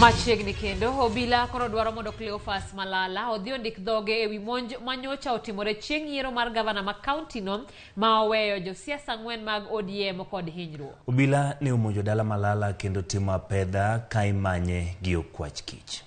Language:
Luo (Kenya and Tanzania)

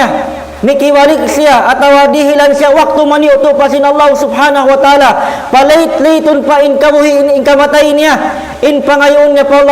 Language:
Tausug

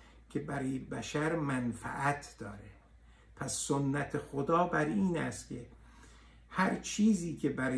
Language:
Persian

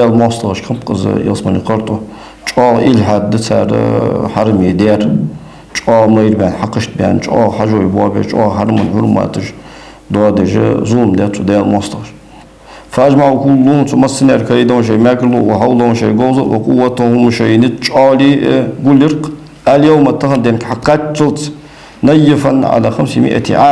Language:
Ingush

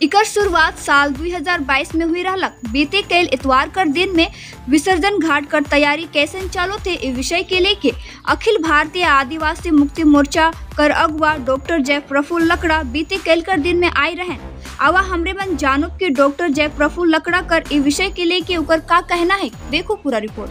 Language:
Sadri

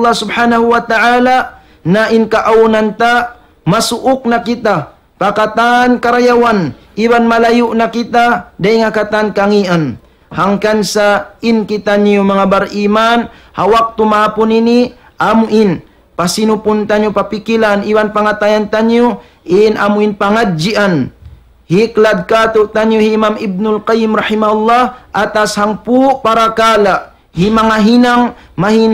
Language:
Tausug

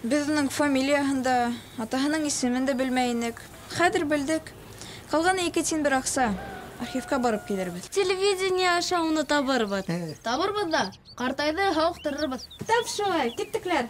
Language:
Bashkir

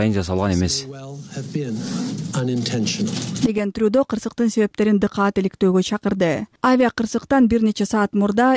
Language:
Kyrgyz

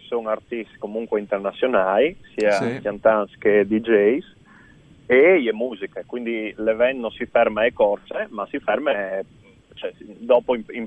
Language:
Friulian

